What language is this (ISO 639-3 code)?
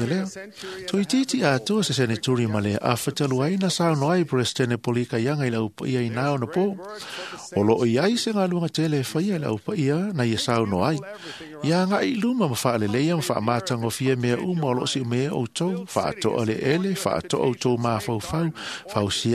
smo